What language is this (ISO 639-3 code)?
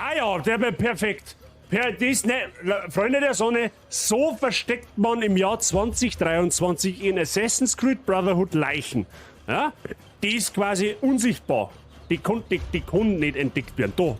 bar